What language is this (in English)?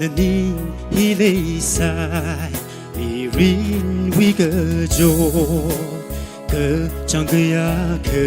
Tangkhul Naga (India)